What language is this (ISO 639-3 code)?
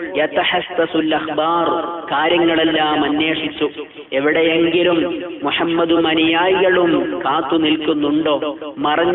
mal